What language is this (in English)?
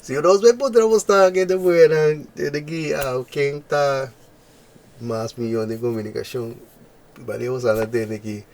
Papiamento